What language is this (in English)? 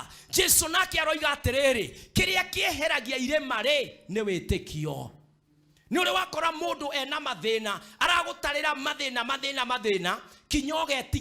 Kikuyu